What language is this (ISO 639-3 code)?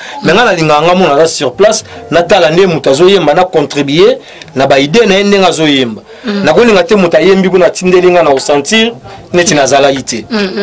lin